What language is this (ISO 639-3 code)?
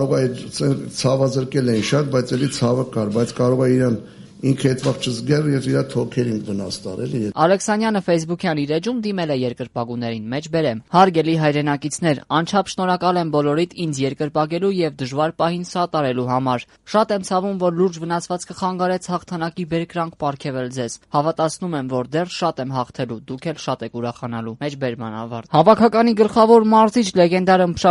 hye